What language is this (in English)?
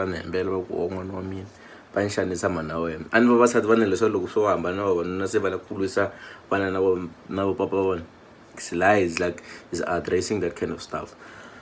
Tsonga